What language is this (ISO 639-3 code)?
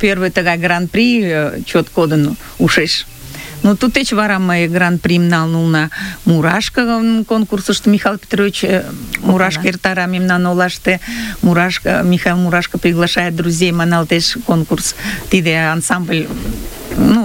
chm